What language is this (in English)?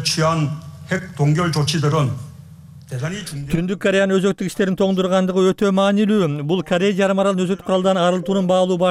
Kyrgyz